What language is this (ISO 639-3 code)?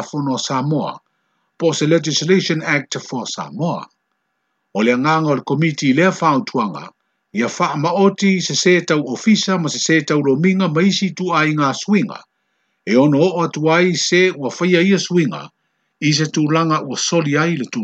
smo